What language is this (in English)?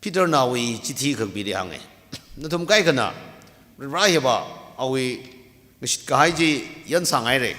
Tangkhul Naga (India)